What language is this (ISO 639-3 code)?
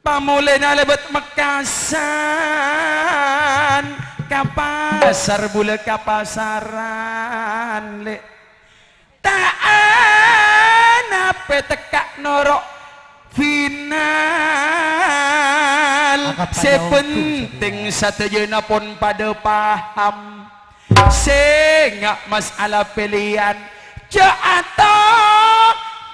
mad